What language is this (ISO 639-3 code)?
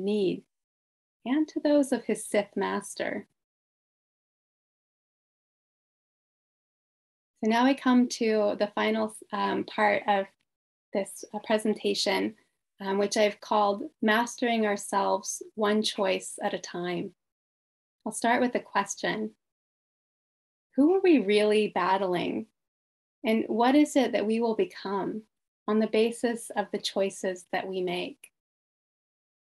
eng